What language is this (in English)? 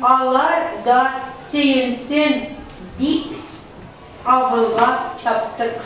Tatar